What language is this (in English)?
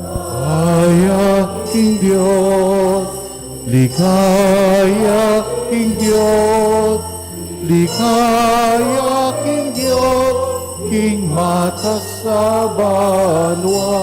Pampanga